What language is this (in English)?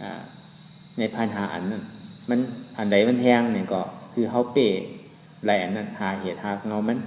Shan